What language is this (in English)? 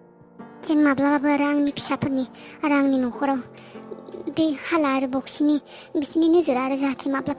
Bodo